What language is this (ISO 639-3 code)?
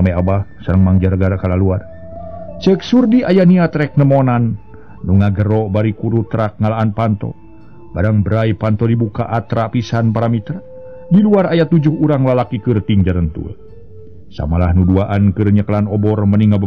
sun